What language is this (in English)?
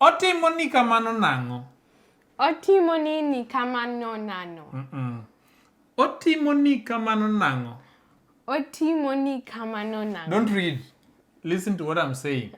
Luo (Kenya and Tanzania)